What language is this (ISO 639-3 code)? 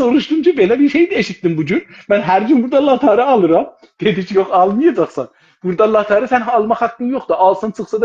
azb